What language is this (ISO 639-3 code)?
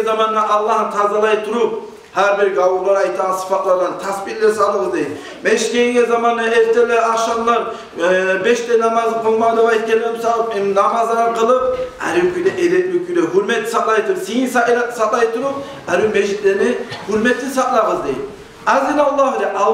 kum